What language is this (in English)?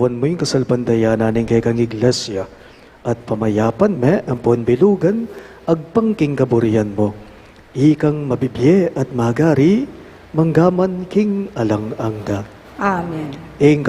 Pampanga